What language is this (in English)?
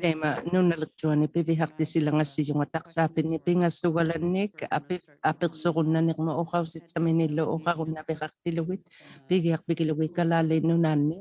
Inuktitut